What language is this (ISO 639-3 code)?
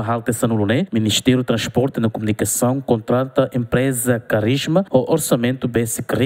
tet